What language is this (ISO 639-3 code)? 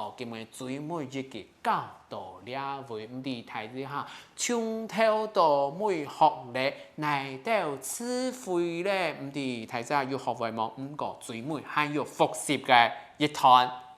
hak